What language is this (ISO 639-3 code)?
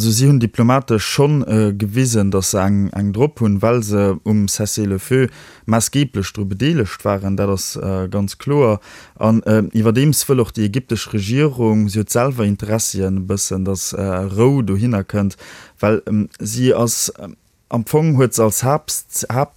ltz